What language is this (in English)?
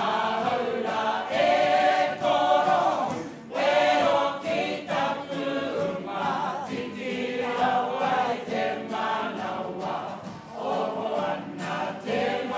Māori